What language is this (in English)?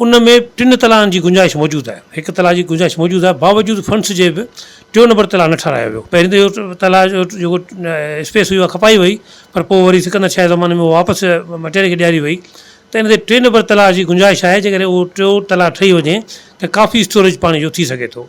Sindhi